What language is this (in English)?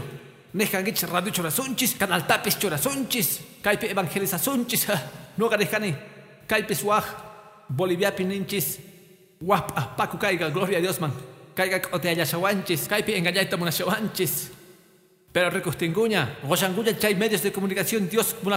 Quechua